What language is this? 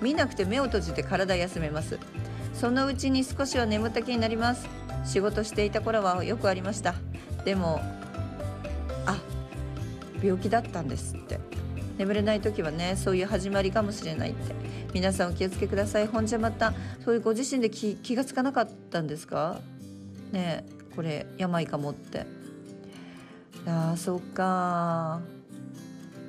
Japanese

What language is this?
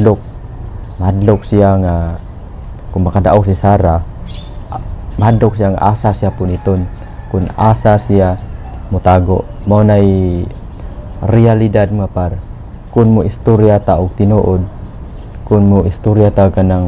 Cebuano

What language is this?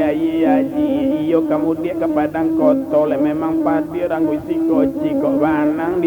Minangkabau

